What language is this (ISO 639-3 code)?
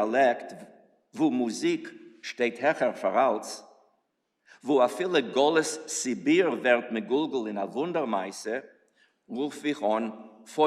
yid